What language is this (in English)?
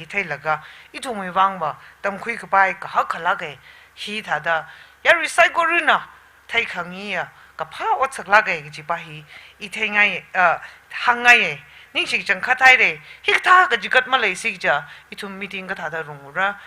Tangkhul Naga (India)